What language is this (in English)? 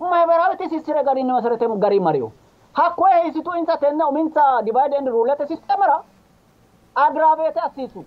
Sidamo